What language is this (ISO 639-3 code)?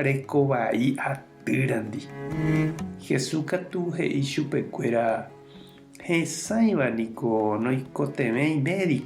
grn